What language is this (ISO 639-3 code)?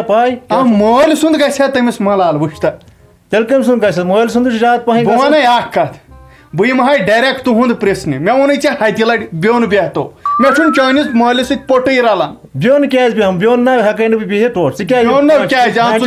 kas